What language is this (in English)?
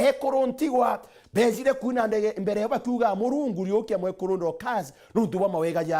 Meru